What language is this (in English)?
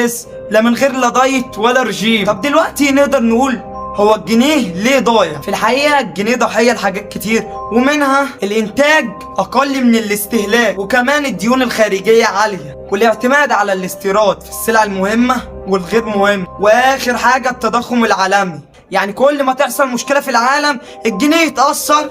Egyptian Arabic